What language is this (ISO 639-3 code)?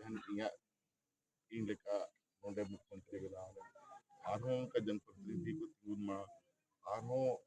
sat